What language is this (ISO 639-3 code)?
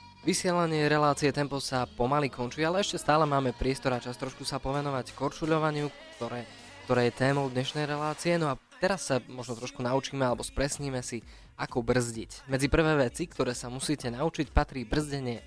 slk